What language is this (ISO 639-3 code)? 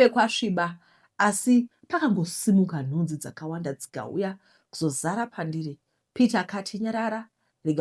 sna